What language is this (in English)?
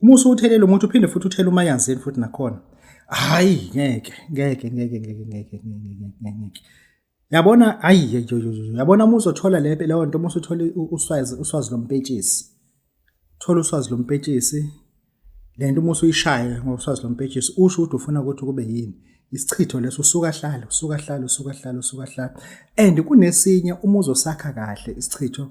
Zulu